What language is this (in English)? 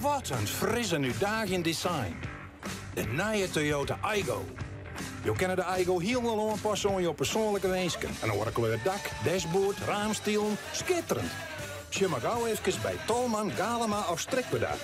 Western Frisian